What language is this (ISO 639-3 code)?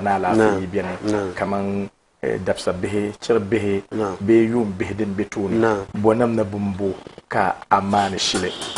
dag